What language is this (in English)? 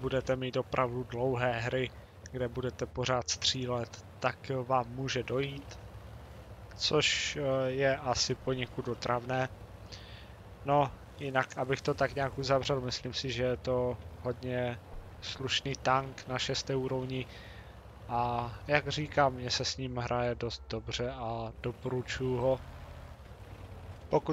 Czech